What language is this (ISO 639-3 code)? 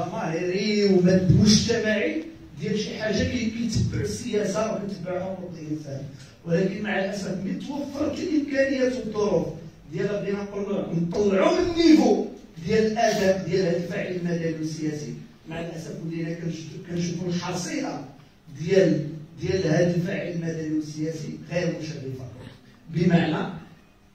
ary